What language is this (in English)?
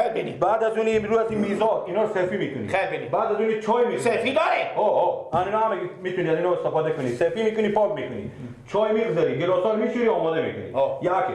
Persian